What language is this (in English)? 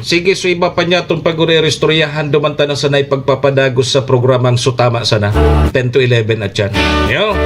Bikol